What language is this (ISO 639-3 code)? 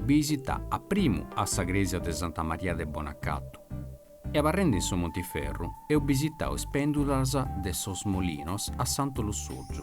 srd